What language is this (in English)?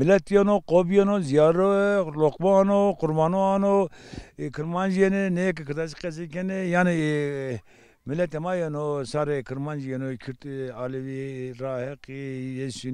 Zaza